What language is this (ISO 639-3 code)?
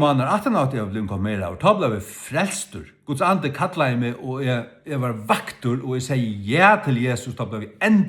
fao